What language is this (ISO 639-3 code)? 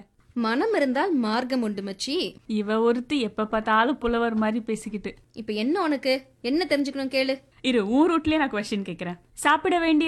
tam